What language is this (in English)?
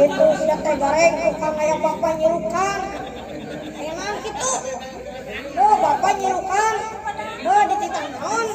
Sundanese